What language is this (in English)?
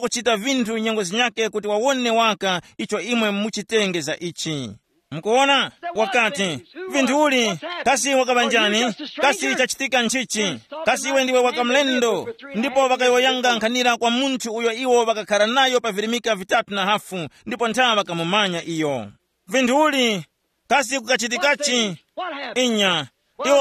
Tumbuka